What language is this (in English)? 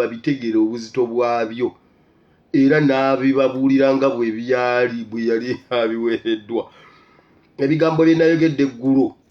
Ganda